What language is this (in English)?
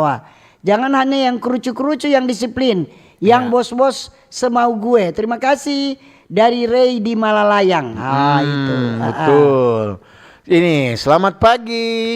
Manado Malay